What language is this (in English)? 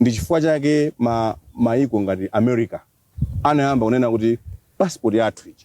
Nyanja